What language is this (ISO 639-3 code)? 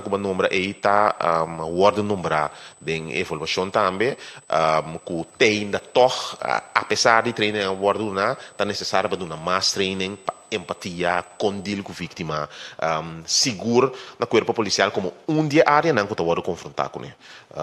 pap